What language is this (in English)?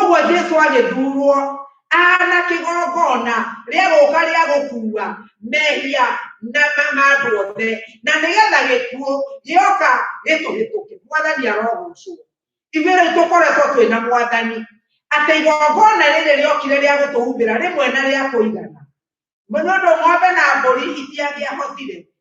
Kikuyu